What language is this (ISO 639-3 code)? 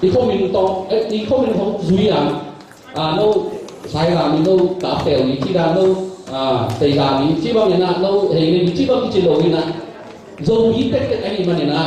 ctd